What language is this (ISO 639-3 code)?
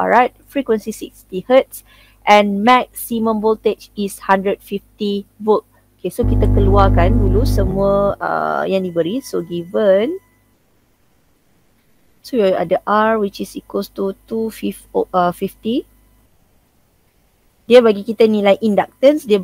msa